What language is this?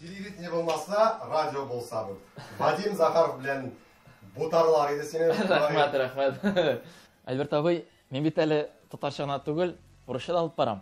Tatar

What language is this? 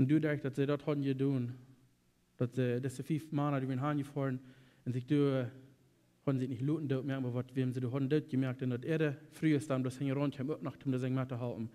Plautdietsch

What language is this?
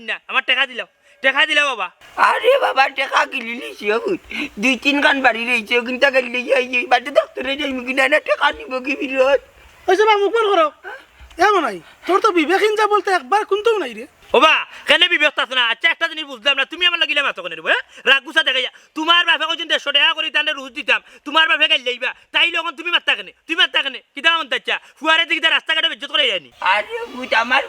Sylheti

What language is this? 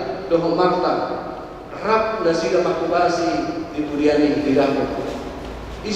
Batak Toba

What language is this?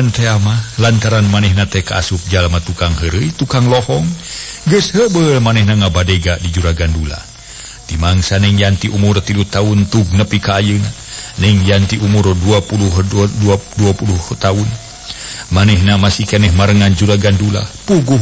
Sundanese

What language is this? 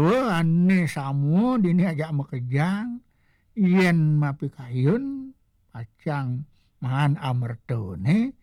Balinese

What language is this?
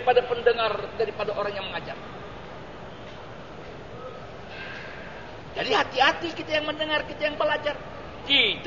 Indonesian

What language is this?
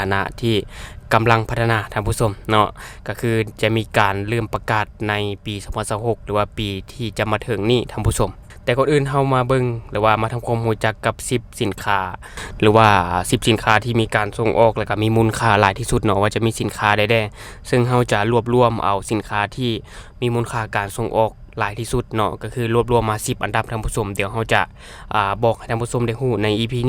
Lao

